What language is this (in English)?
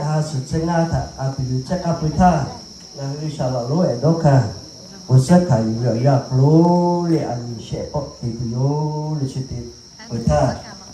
Lahu